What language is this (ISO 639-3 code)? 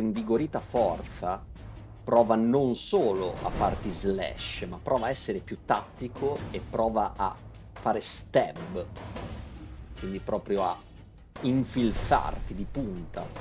ita